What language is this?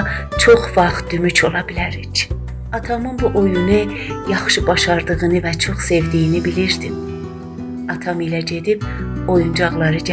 South Azerbaijani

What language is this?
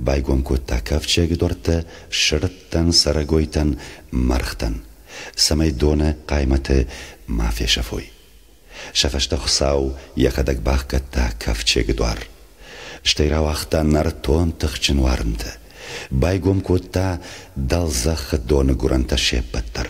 Ossetic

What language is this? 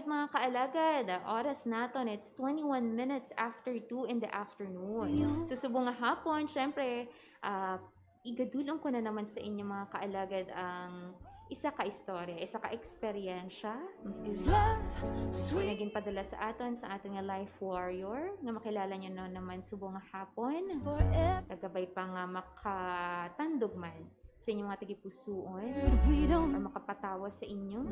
Hiligaynon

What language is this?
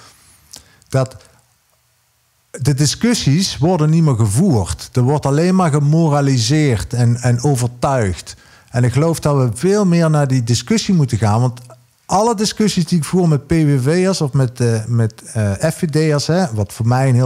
Dutch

